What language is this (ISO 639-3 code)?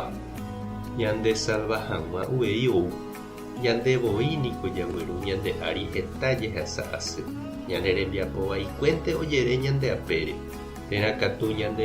grn